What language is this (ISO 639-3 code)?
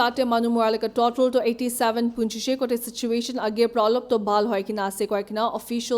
nag